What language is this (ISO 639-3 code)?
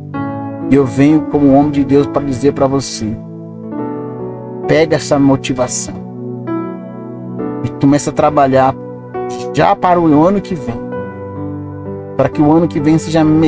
por